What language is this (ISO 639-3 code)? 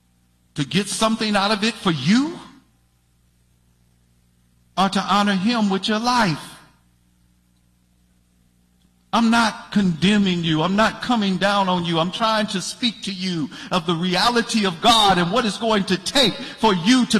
eng